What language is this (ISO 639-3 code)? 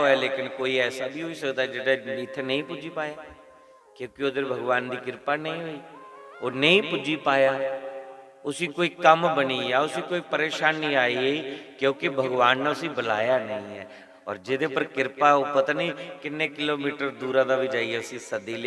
doi